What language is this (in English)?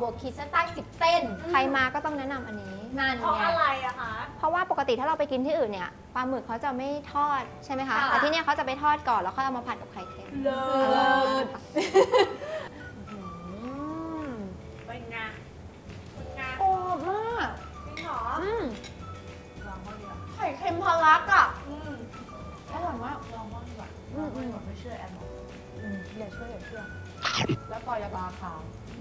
Thai